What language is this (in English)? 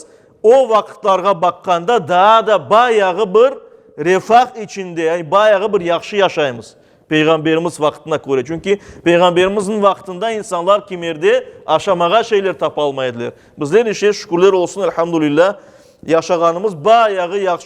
Crimean Tatar